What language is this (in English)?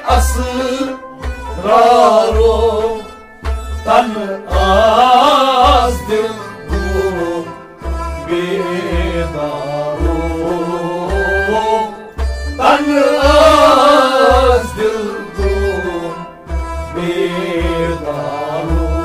Kashmiri